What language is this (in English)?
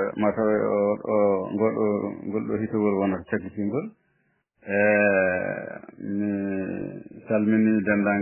Fula